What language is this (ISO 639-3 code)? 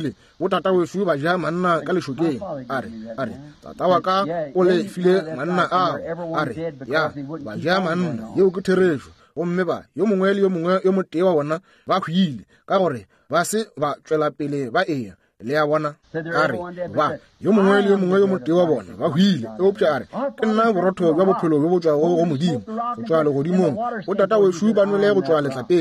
nso